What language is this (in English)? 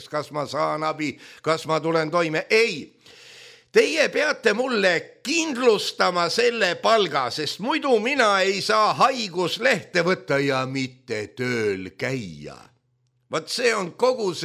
Estonian